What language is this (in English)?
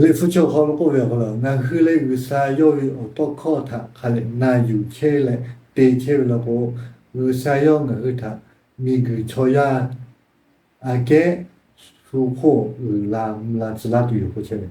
Lahu